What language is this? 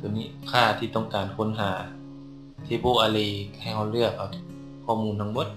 Lao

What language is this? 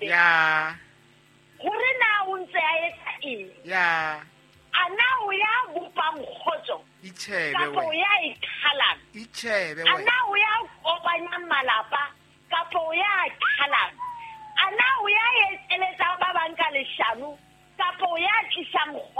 Southern Sotho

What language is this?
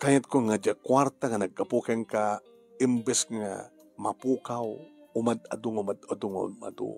Iloko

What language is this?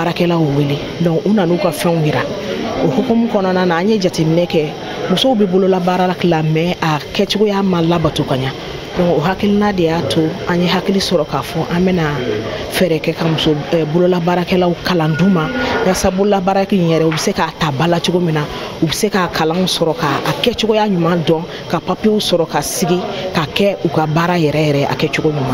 Bambara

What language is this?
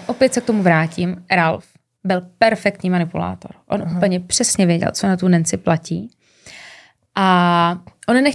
Czech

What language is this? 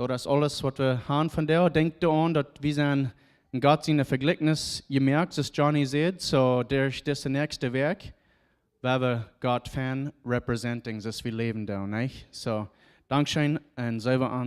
Plautdietsch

